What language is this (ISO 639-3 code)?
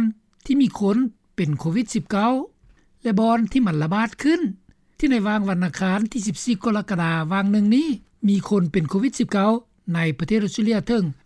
lao